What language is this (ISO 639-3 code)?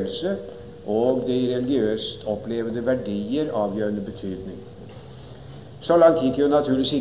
nor